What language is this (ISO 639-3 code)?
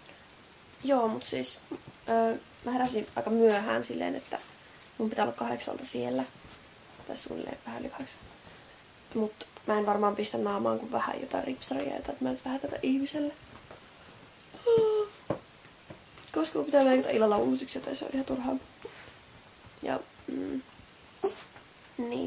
fin